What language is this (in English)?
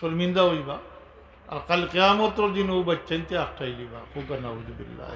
Sylheti